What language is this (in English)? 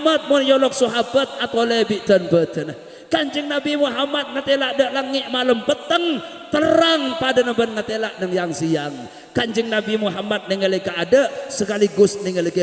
Madurese